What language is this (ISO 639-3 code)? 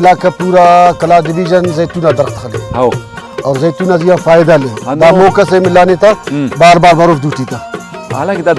brh